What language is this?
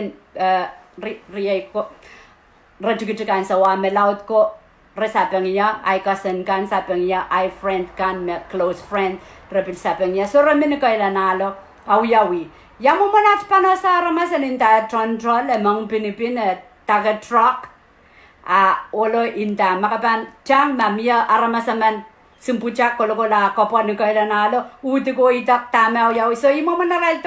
Pohnpeian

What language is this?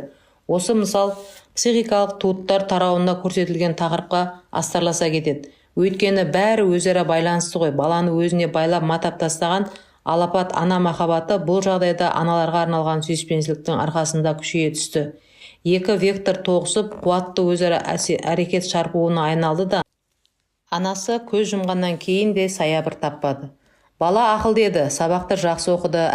Kazakh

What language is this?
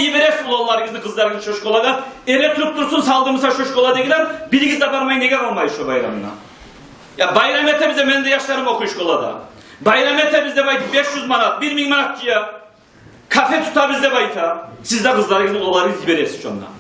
Kumyk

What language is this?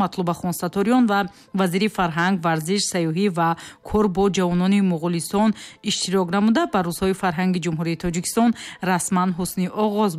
Tajik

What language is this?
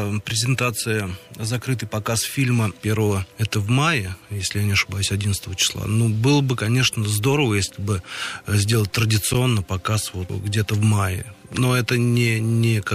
Russian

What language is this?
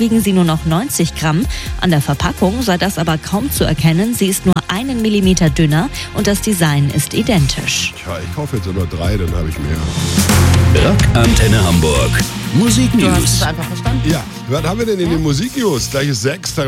German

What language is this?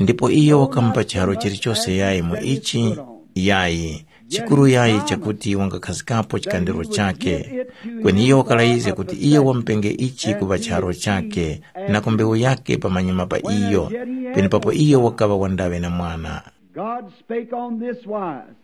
Tumbuka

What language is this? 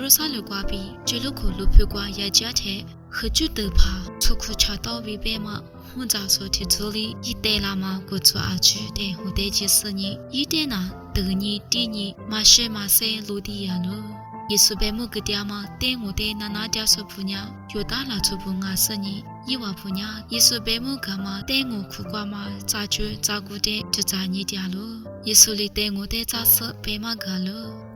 Lisu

